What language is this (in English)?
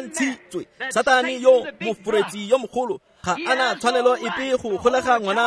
Tswana